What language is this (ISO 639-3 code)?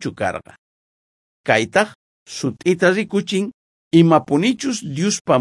quh